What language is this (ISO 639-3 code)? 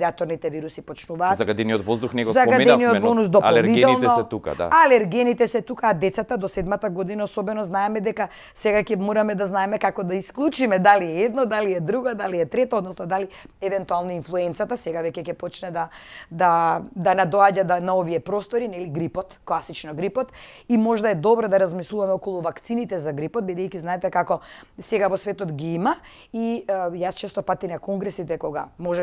mkd